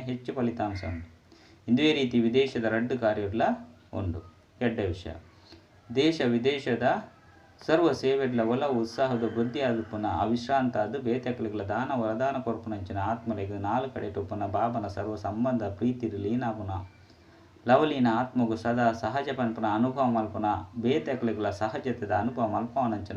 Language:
Tulu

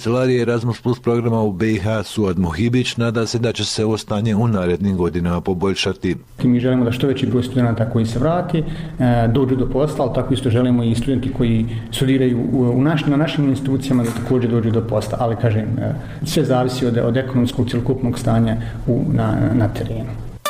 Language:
Bosnian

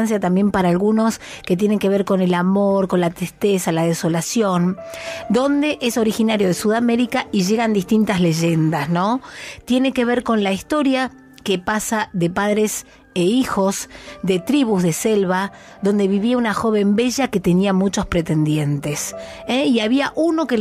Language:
Spanish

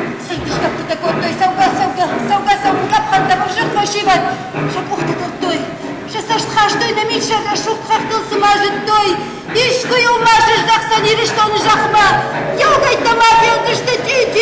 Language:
Ossetic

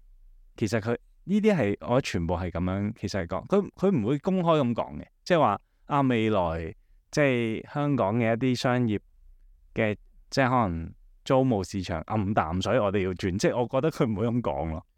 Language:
Cantonese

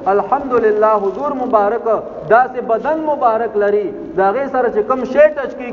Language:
Pashto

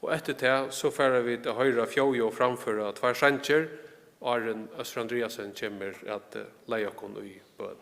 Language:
Faroese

